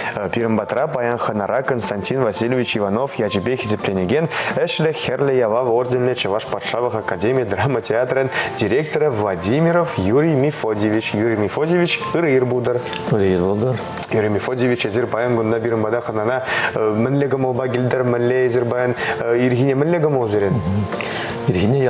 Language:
Chuvash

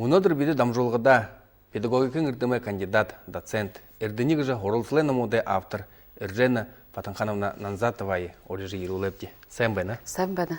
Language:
Buriat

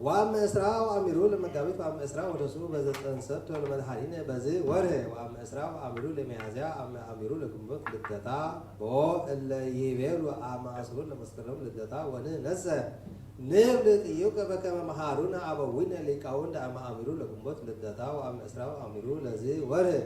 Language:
Geez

